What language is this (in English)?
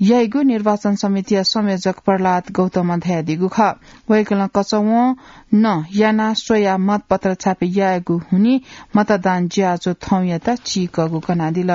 Newari